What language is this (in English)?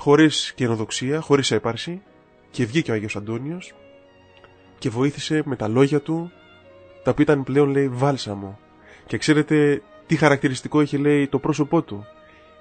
Greek